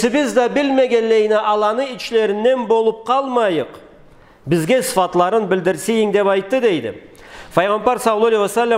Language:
Karachay-Balkar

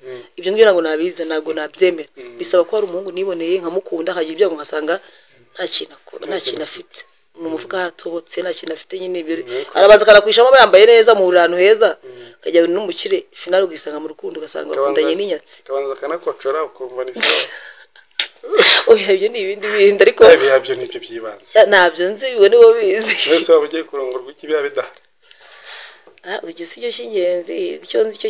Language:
Kinyarwanda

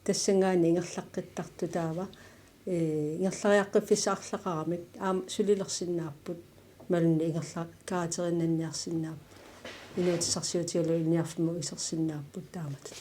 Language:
Kalaallisut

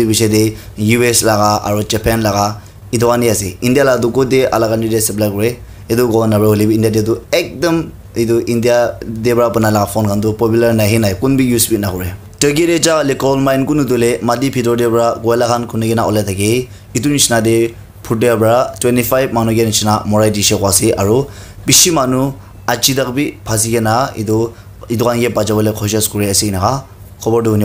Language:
Naga Pidgin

